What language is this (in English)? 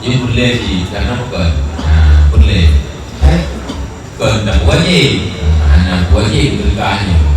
Achinese